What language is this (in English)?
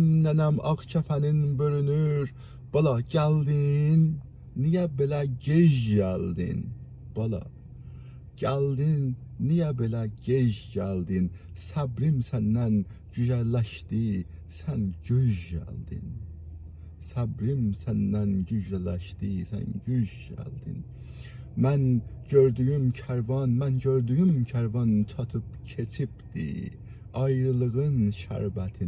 South Azerbaijani